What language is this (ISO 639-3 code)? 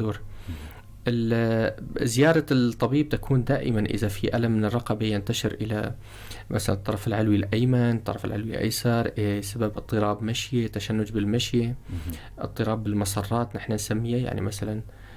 apc